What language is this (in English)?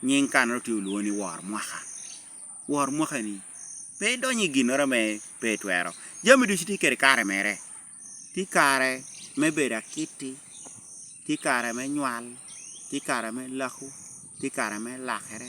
Lango (Uganda)